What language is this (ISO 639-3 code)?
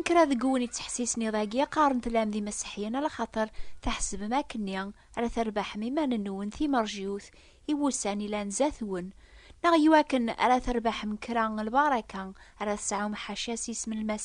kab